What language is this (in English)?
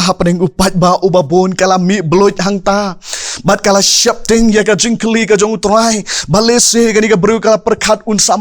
Khasi